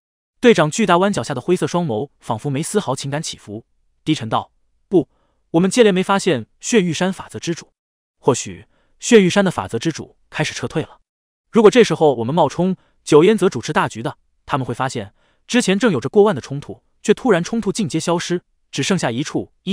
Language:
Chinese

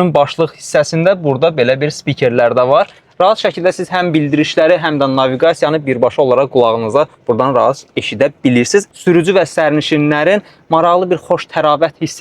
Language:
Azerbaijani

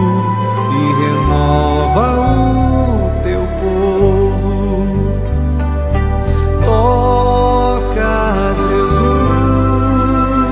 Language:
Portuguese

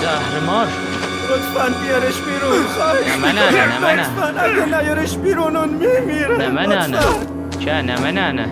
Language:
South Azerbaijani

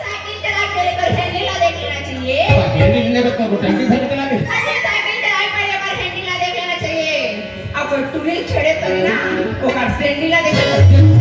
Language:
Chhattisgarhi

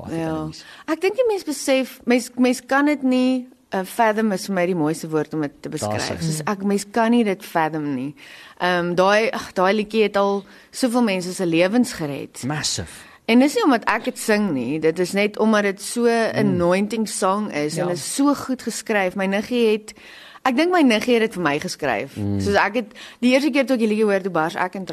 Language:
Afrikaans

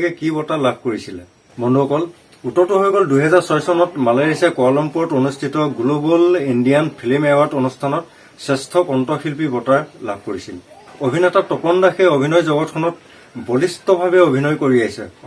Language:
Assamese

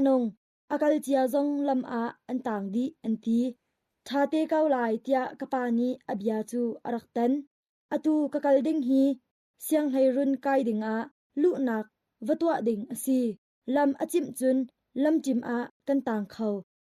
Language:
Hakha Chin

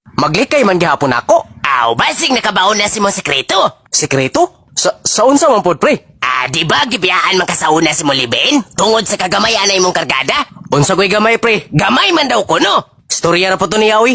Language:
Cebuano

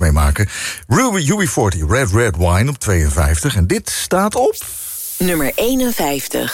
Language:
Dutch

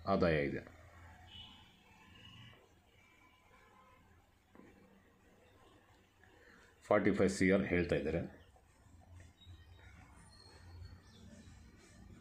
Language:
Kannada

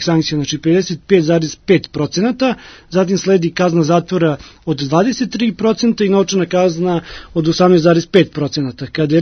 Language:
Serbian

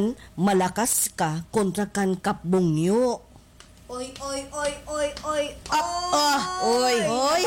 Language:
Waray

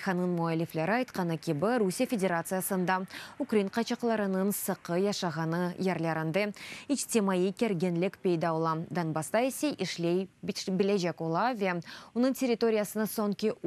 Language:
Crimean Tatar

